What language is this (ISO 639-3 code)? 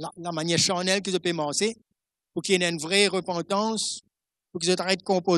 mfe